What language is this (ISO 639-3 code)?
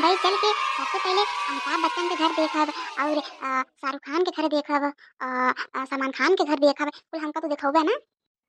awa